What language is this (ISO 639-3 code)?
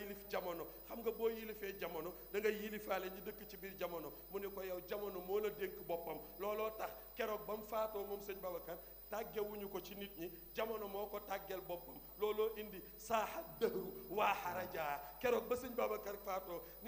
wol